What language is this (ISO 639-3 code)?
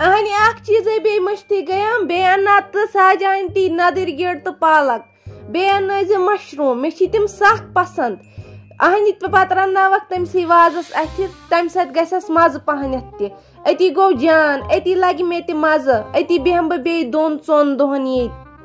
kas